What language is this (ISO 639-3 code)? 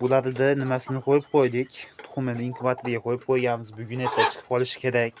uzb